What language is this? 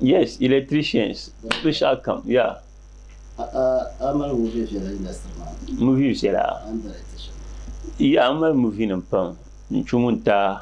Dagbani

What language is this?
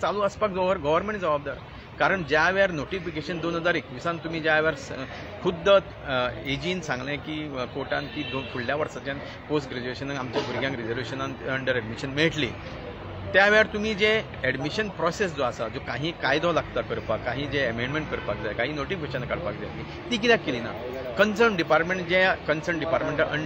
Konkani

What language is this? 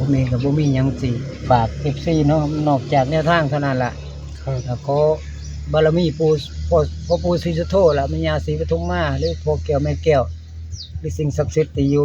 Northeastern Thai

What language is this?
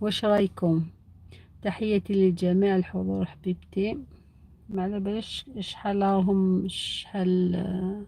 Algerian Arabic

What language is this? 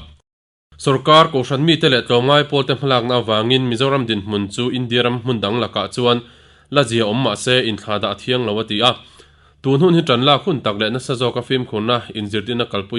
Mizo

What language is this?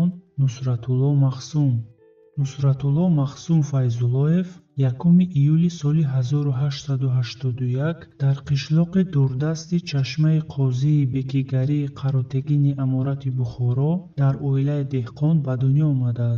Tajik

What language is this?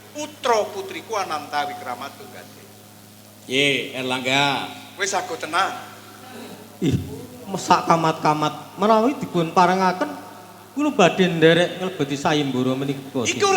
Javanese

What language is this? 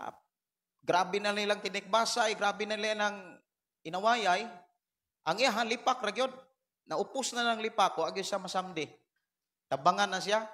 Cebuano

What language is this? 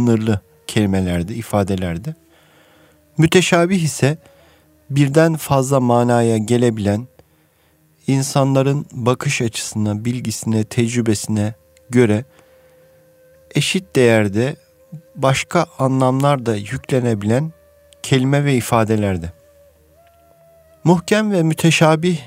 Turkish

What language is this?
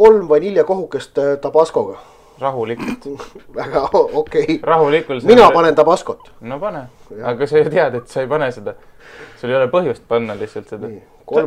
Estonian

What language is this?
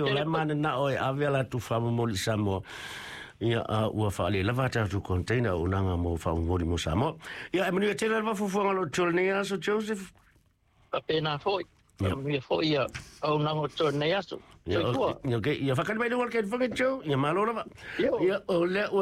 Samoan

